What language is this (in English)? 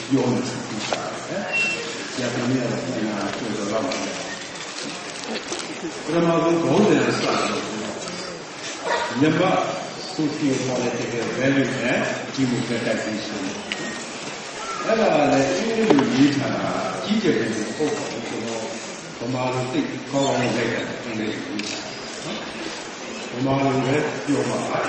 Burmese